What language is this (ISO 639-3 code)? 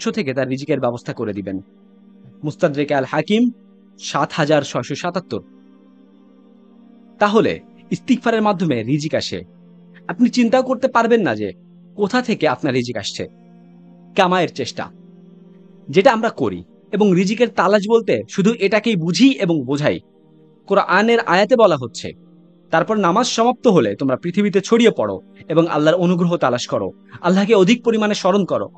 ben